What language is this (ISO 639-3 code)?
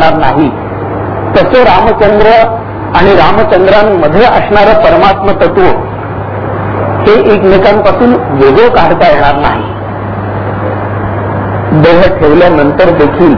mar